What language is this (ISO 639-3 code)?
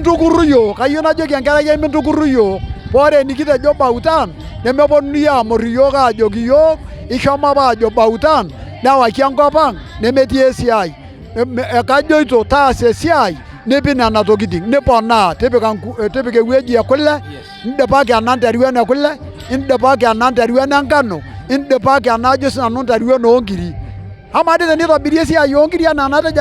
mas